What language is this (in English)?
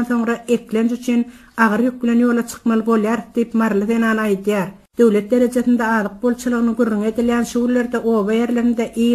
Turkmen